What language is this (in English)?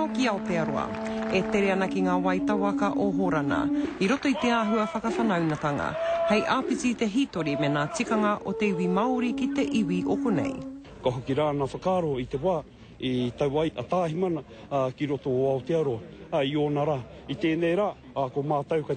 Māori